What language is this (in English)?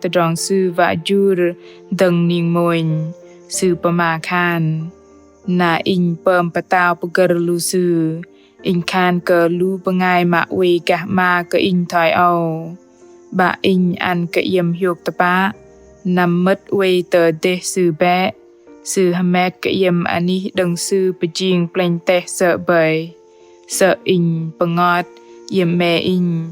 Bahnar